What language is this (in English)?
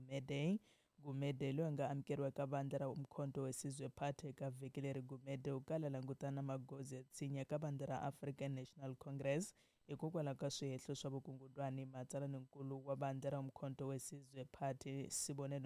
Tsonga